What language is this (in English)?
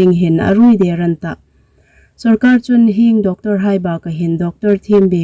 Hmar